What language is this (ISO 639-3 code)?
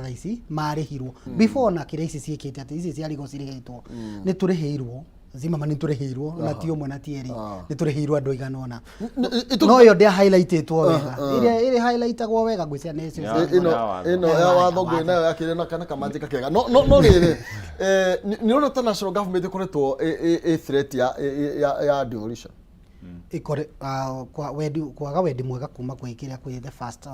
kik